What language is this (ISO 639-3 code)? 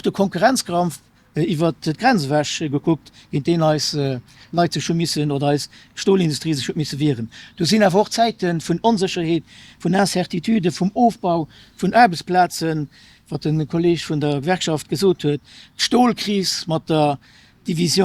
ltz